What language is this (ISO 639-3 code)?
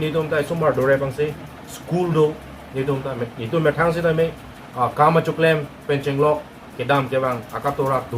mjw